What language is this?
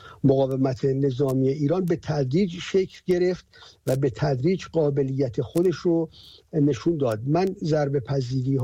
Persian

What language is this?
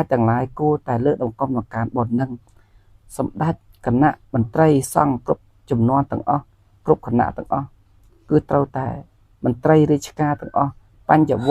Khmer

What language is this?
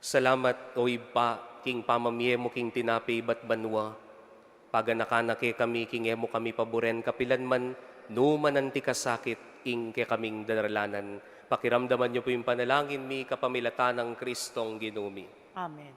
Pampanga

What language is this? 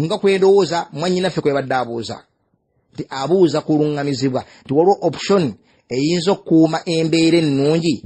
Ganda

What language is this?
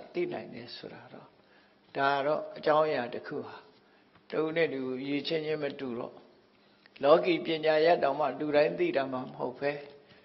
Burmese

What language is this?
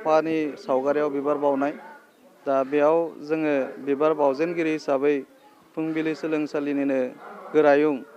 Bodo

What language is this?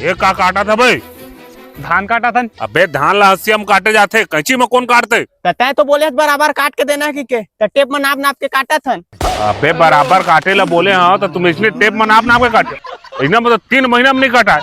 Chhattisgarhi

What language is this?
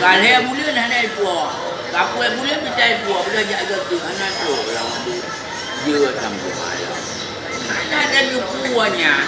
Achinese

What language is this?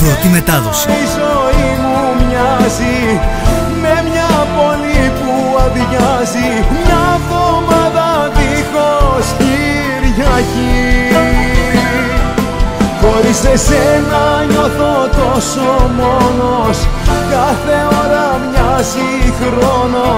Greek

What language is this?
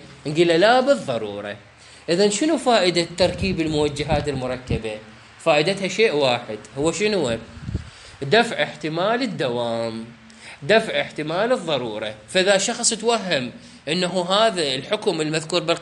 Mesopotamian Arabic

